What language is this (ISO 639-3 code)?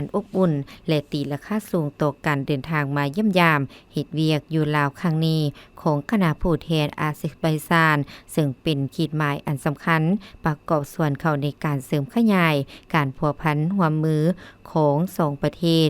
lao